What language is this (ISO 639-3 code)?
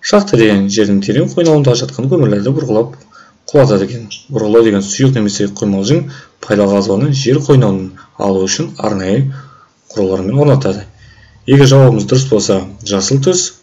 kaz